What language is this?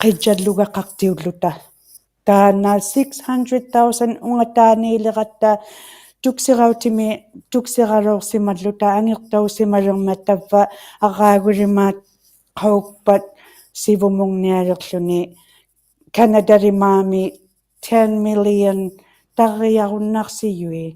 Inuktitut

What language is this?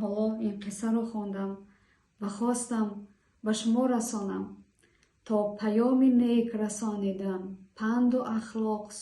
Tajik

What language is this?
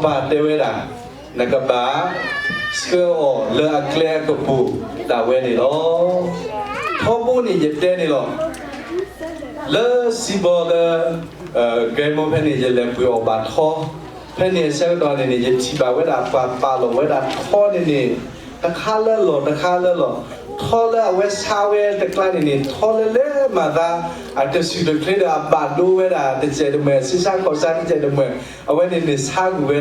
S'gaw Karen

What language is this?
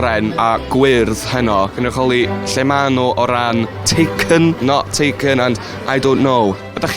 Welsh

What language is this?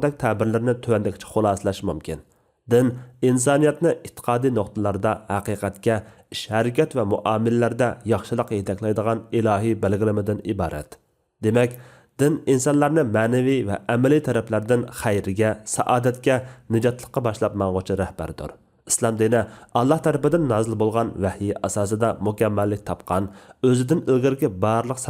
Uyghur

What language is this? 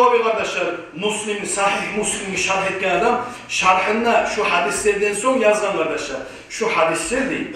Kumyk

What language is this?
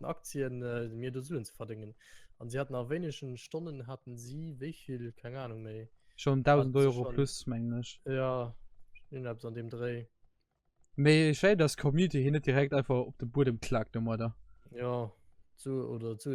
Luxembourgish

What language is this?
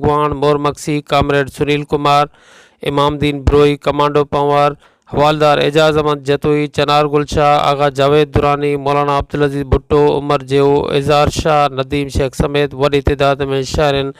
Sindhi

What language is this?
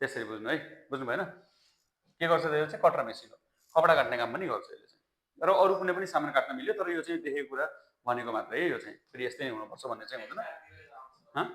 Nepali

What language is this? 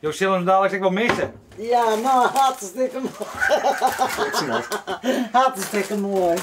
Western Frisian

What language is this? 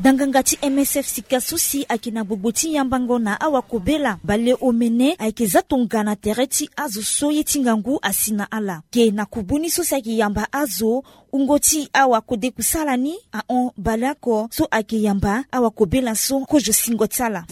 Sango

